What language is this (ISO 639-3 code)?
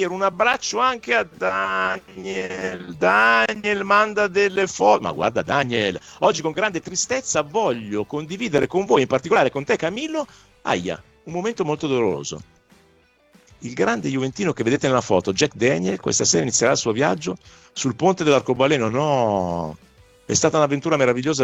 ita